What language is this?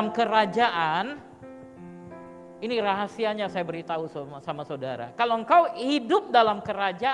Indonesian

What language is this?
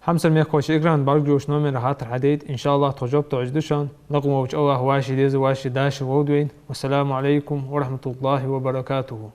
Ingush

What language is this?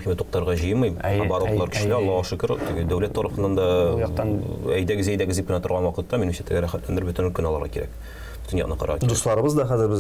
Tatar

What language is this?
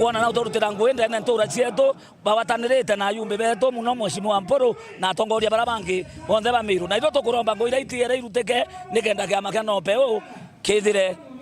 Meru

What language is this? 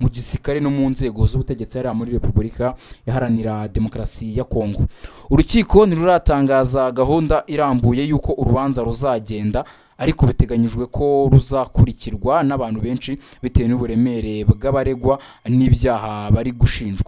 Kinyarwanda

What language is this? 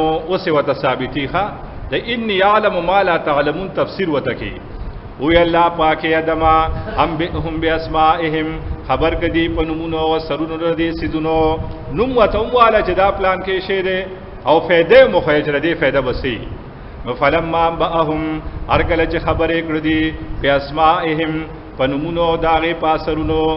Pashto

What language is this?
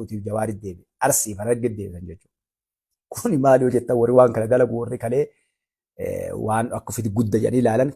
Oromo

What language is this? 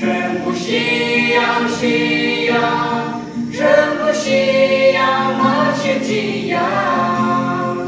Yimchungru Naga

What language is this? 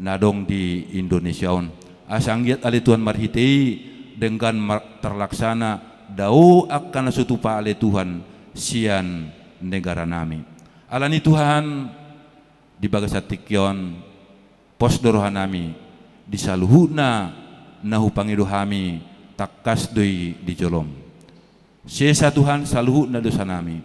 Batak Toba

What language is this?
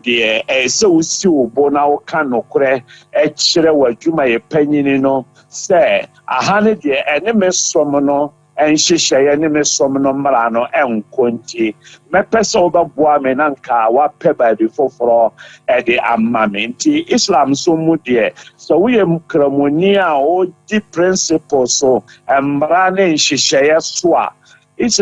Akan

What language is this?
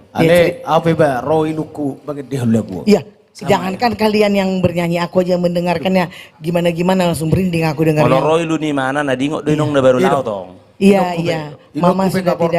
Batak Toba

